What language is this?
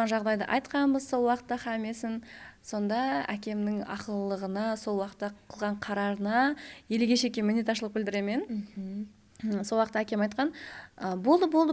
Kara-Kalpak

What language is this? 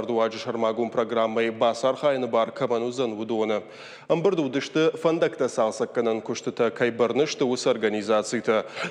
Ossetic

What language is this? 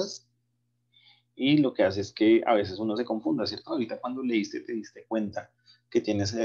Spanish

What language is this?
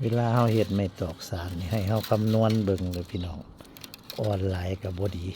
Northeastern Thai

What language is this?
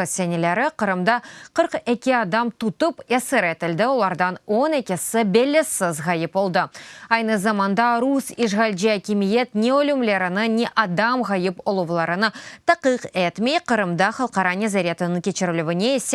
Crimean Tatar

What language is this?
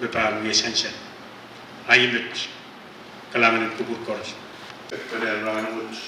Pohnpeian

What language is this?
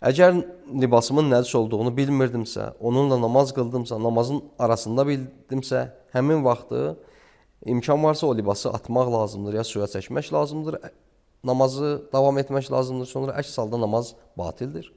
Azerbaijani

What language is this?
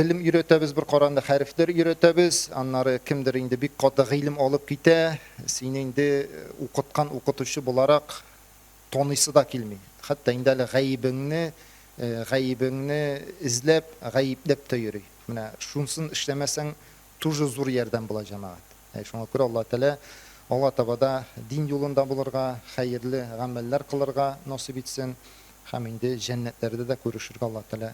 Tatar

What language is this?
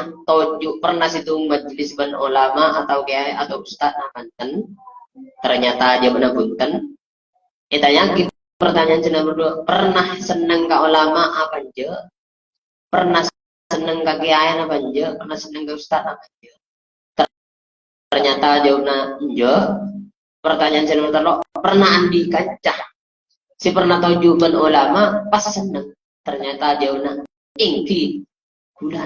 Madurese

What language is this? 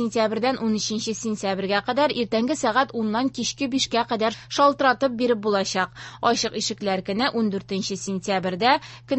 Tatar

